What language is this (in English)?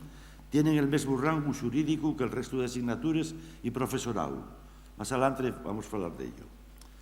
Asturian